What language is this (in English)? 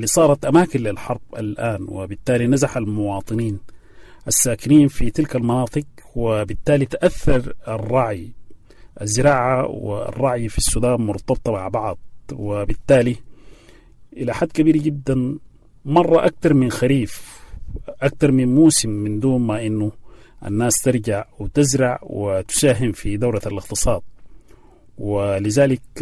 Sudanese Arabic